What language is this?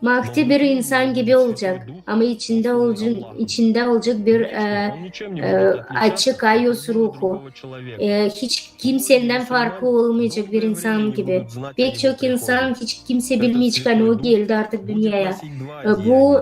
Gagauz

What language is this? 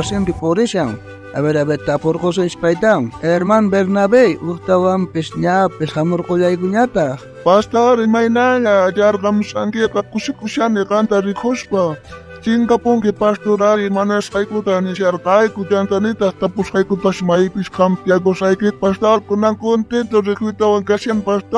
South Bolivian Quechua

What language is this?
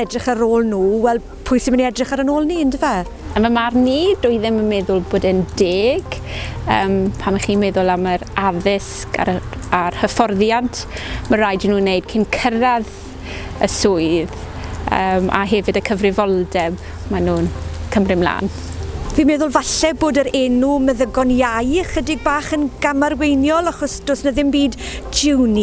Welsh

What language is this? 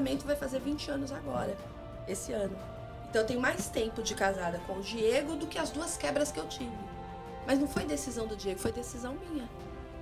Portuguese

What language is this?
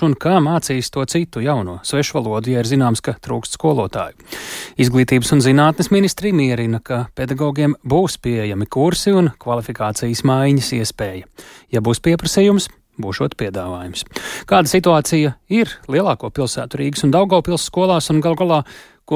Latvian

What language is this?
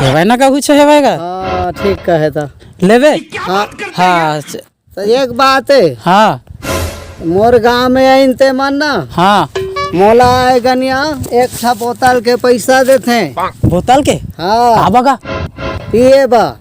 Chhattisgarhi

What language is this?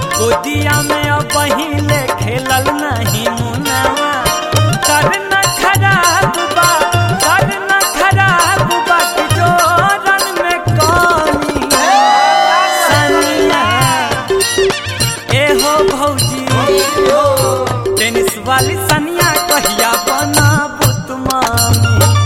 Bhojpuri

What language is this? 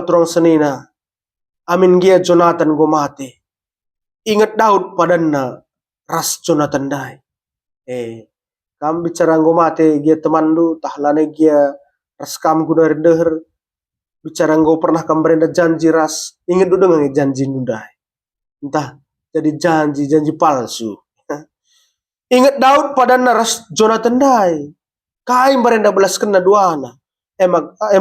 Batak Karo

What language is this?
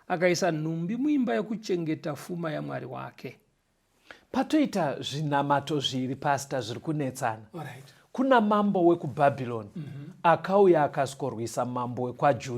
Shona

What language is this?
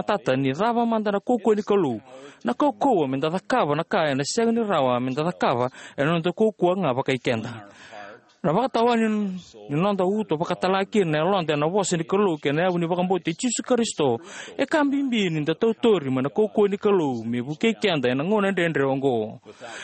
Fijian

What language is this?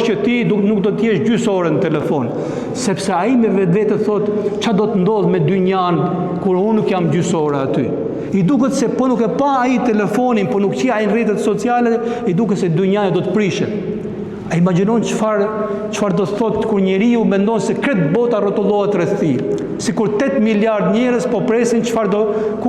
Albanian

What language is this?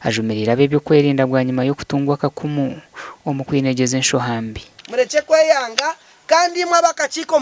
Nyankole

